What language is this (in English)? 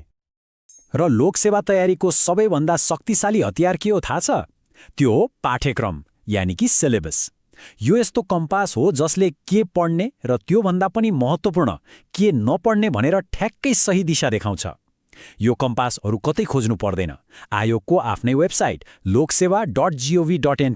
Nepali